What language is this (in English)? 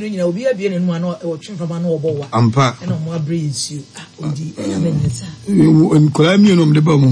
Akan